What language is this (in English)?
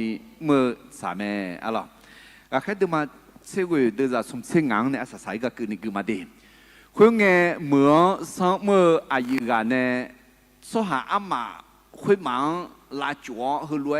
Akha